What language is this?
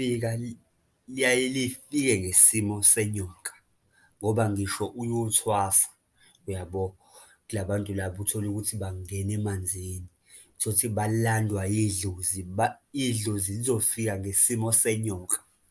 Zulu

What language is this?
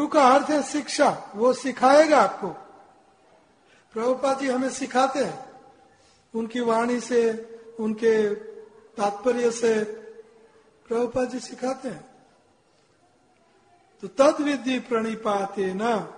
Hindi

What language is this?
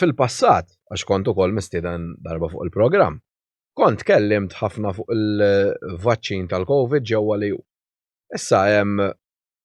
Maltese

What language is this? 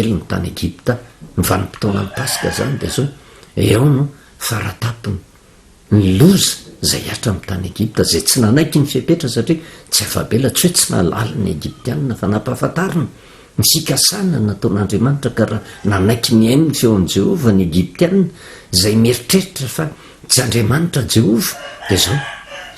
Malagasy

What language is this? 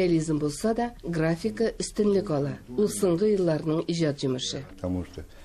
Tatar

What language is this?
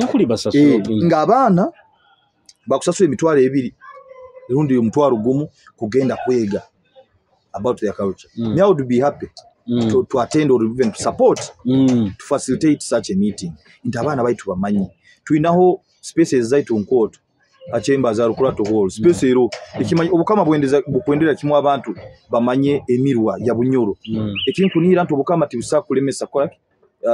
Nyoro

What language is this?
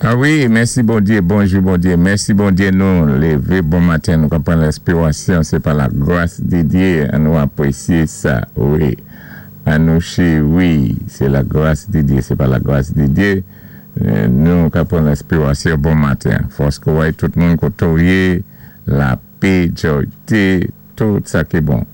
Saint Lucian Creole French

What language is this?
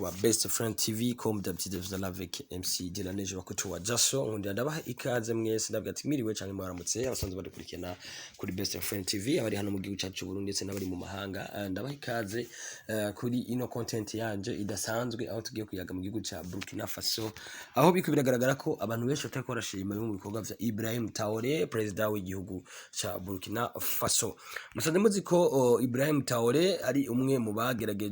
Rundi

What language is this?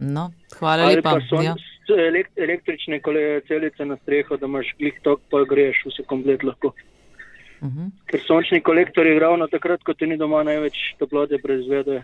Slovenian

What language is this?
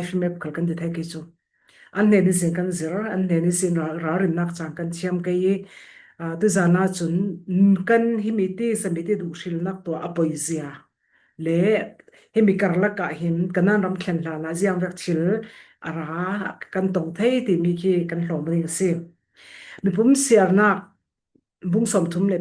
Falam Chin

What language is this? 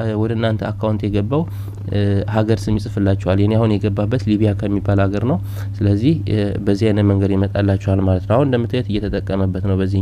Amharic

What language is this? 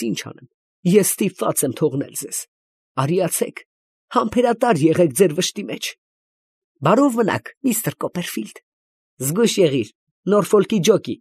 Armenian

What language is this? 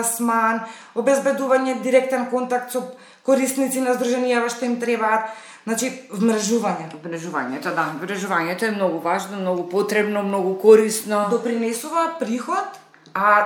Macedonian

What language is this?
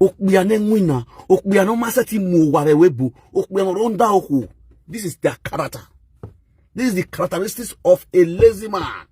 Nigerian Pidgin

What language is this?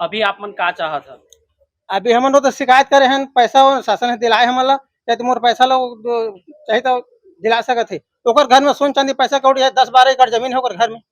Chhattisgarhi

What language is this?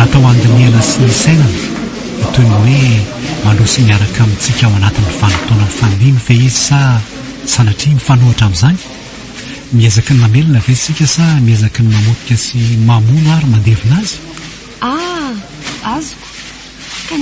Malagasy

